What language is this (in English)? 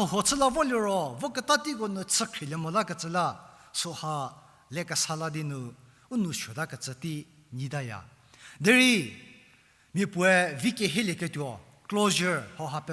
Angami Naga